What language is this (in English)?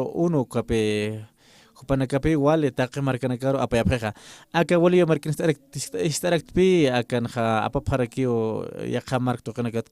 Aymara